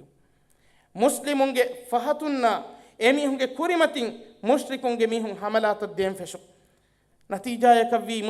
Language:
Divehi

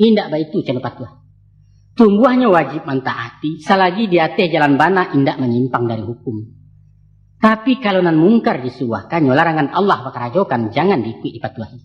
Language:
Minangkabau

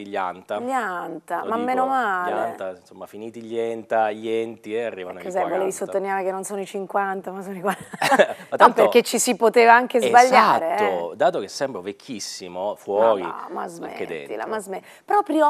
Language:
Italian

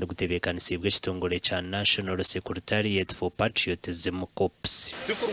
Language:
Nyankole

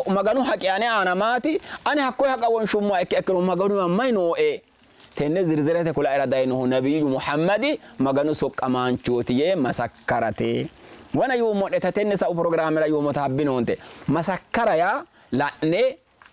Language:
Sidamo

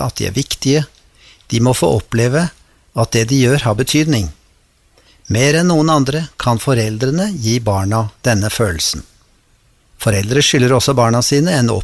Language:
Norwegian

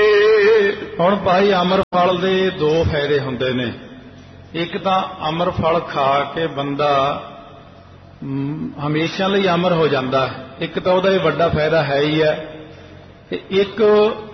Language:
Punjabi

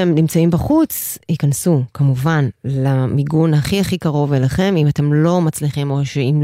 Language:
Hebrew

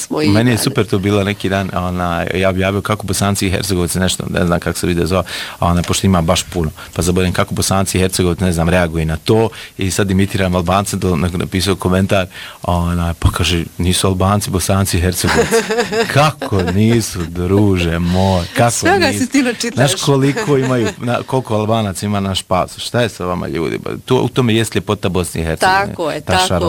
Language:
Bosnian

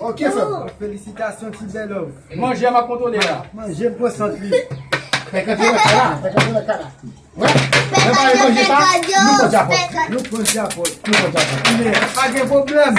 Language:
Haitian Creole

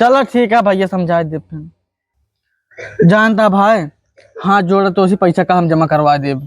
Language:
Awadhi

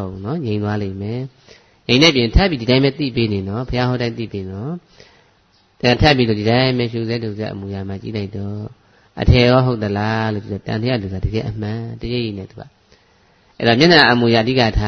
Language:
Burmese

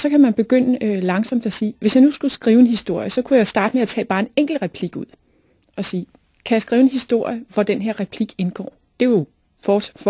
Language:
Danish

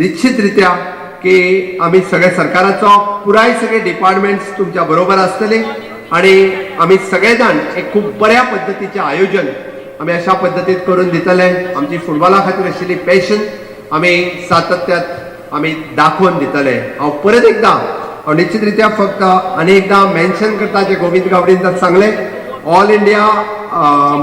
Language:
Konkani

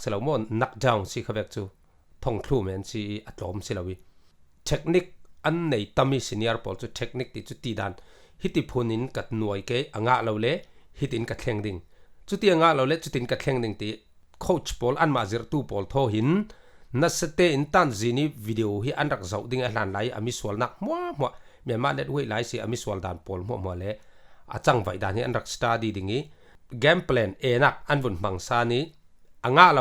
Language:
Falam Chin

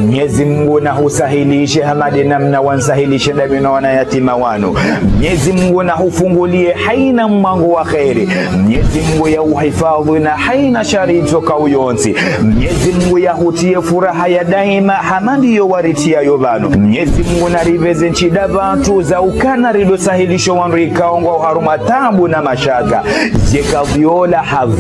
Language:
Ngazidja Comorian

